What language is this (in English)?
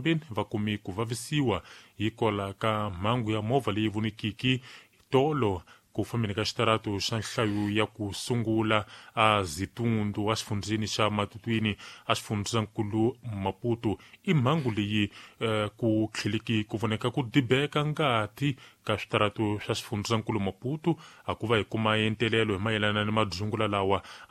Tsonga